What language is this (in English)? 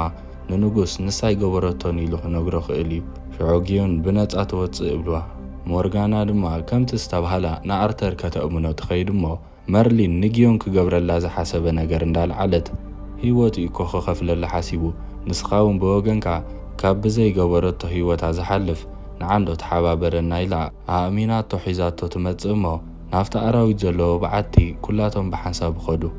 Tigrinya